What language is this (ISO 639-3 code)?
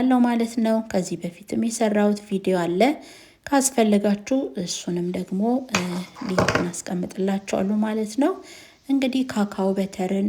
amh